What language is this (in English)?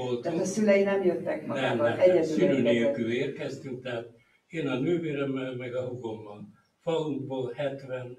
Hungarian